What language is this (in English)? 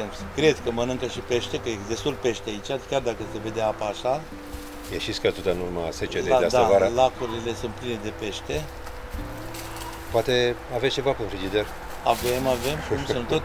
Romanian